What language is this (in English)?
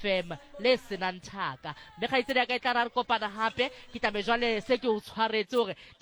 Southern Sotho